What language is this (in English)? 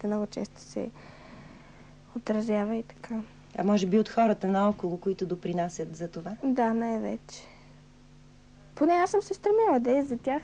Bulgarian